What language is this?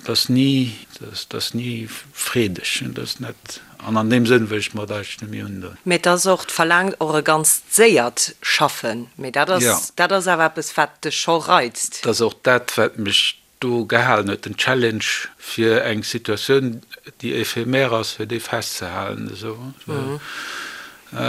Luxembourgish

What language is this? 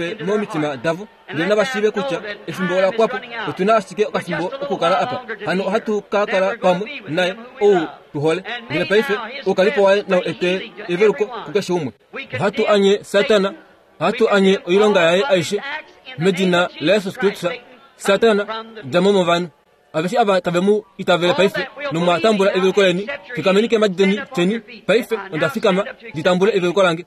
Kuanyama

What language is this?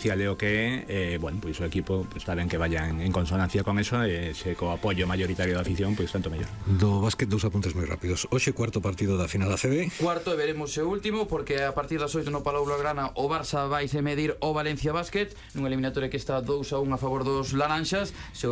Galician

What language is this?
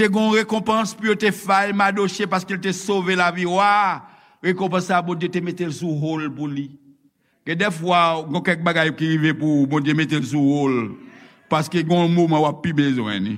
Haitian Creole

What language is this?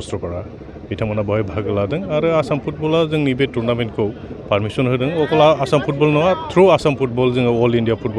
Bodo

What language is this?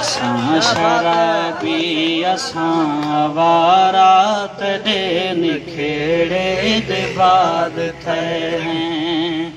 Saraiki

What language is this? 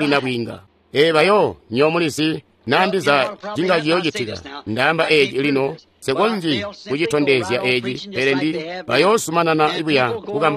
Tonga (Zambia)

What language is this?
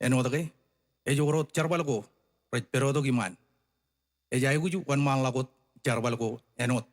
Marshallese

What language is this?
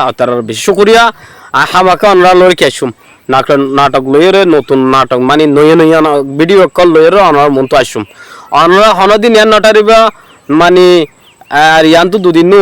Rohingya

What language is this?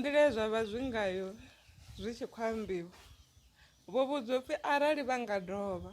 Venda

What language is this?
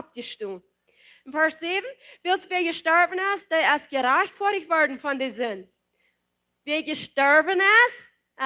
Plautdietsch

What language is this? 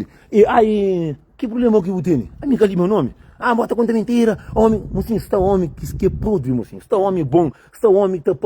Kabuverdianu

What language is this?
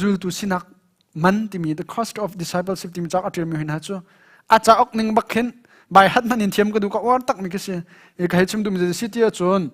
Hakha Chin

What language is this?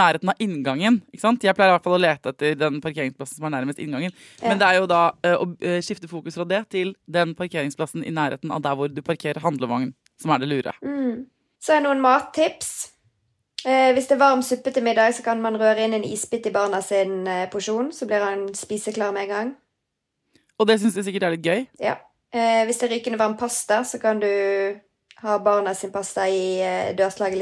Norwegian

